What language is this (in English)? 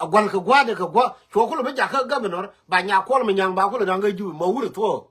Nuer